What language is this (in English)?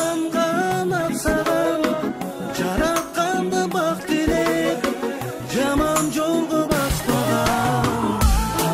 Kyrgyz